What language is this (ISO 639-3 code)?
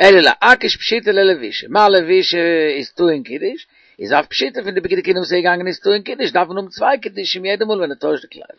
yid